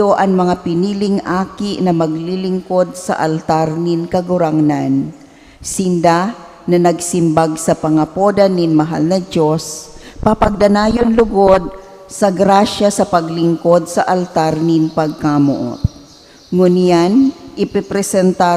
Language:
Bikol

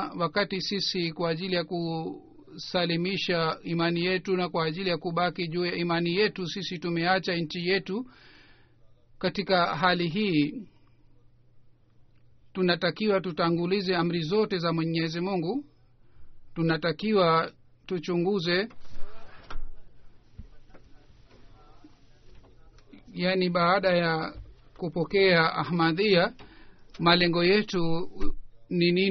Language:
Swahili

